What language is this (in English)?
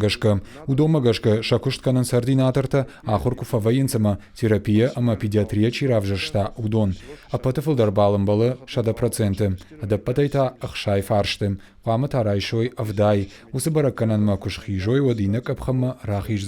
Ossetic